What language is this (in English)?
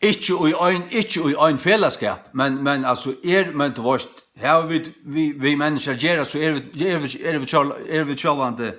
Faroese